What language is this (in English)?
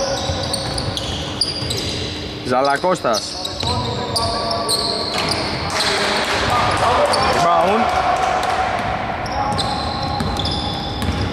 Greek